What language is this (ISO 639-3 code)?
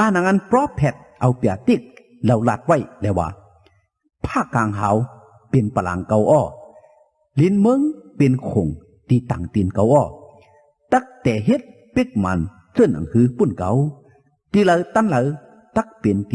shn